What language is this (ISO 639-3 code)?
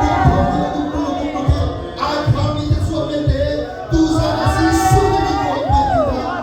cnh